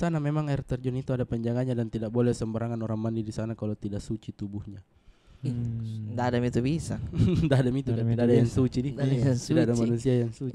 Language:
Makassar Malay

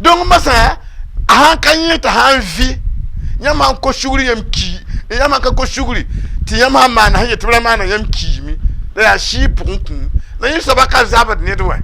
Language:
Mossi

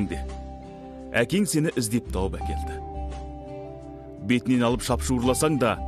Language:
Kazakh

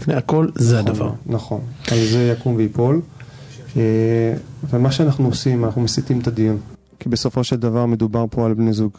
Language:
Hebrew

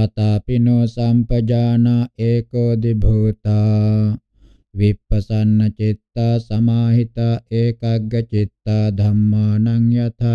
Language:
Pali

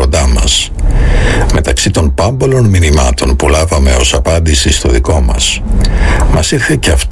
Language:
Greek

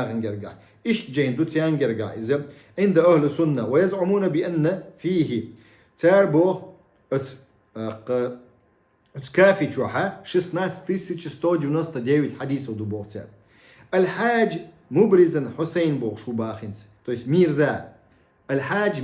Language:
Chechen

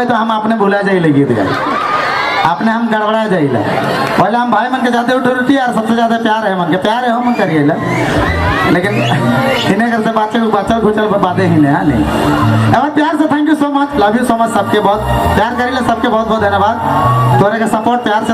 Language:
Sadri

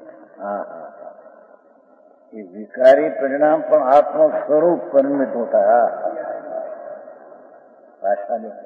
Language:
Hindi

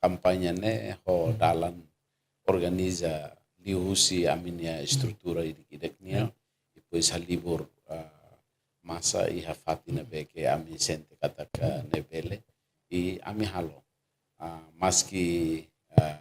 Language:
Tetum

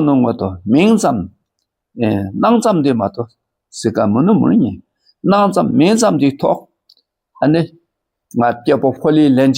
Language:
Dakpakha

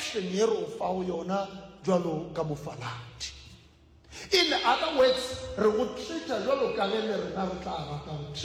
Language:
Northern Sotho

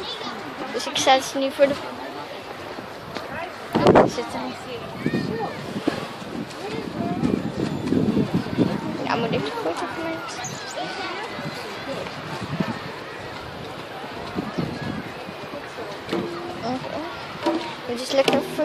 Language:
Dutch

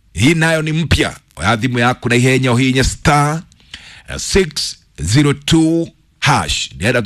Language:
Kikuyu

